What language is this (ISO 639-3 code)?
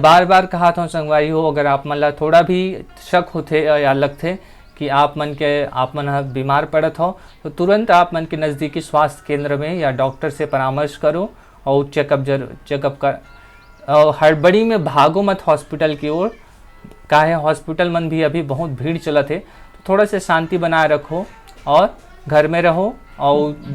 hne